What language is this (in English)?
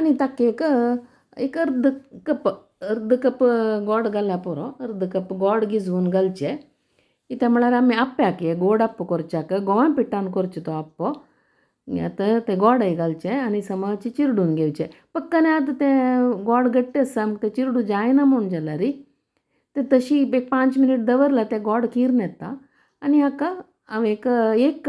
Konkani